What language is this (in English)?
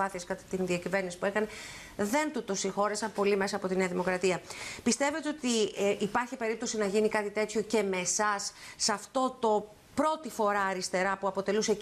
Greek